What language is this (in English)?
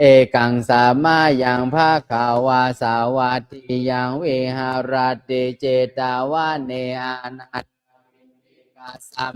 Pali